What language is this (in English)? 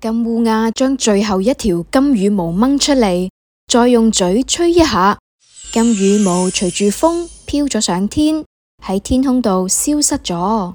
Cantonese